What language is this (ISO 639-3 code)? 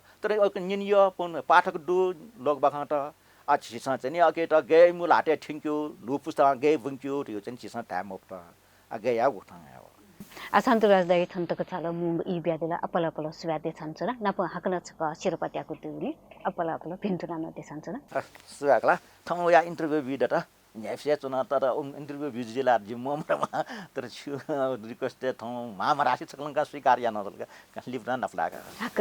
new